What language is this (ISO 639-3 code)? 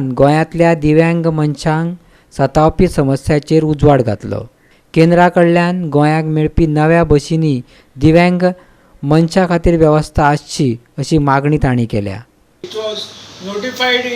kok